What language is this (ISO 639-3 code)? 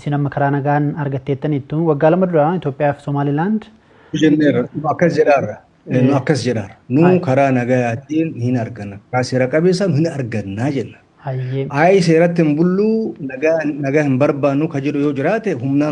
orm